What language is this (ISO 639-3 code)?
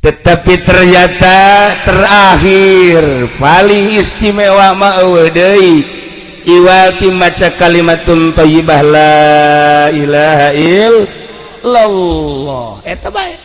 sun